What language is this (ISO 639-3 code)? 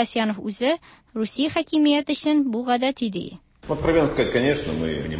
tat